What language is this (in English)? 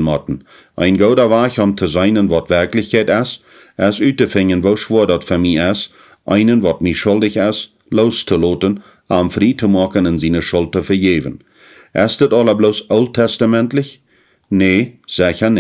Plautdietsch